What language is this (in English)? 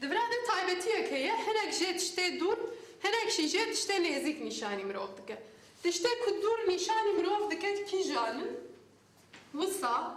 Kurdish